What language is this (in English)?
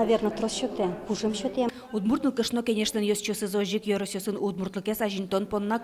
Udmurt